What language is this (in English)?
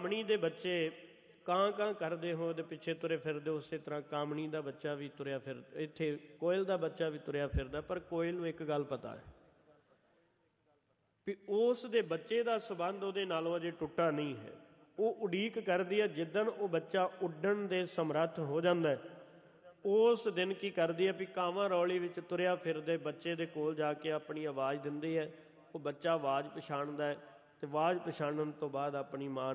Punjabi